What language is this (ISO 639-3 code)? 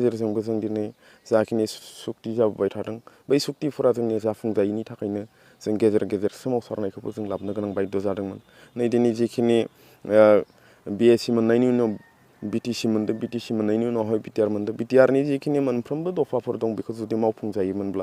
brx